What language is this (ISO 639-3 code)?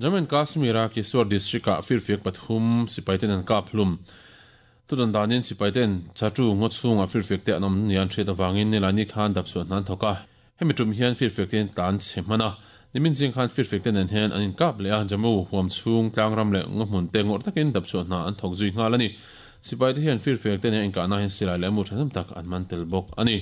lus